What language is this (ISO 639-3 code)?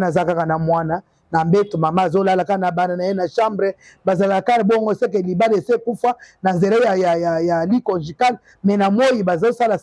lin